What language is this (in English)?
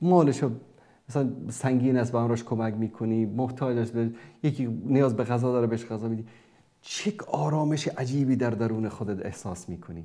Persian